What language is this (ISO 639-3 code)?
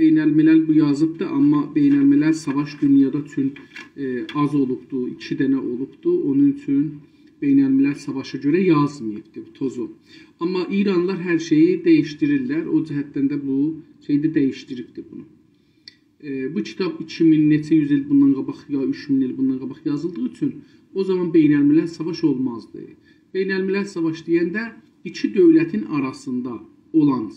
azb